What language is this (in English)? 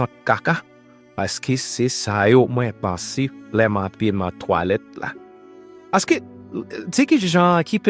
Haitian Creole